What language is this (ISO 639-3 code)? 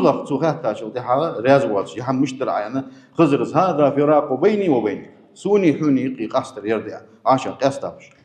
inh